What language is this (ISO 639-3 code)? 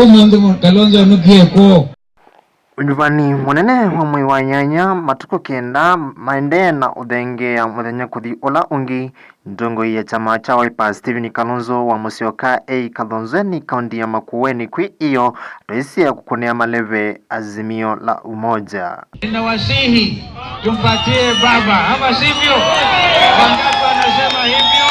kam